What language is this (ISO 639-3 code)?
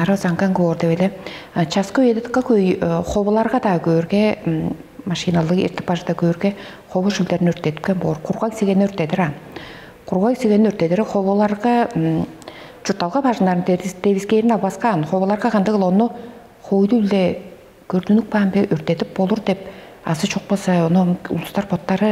tyv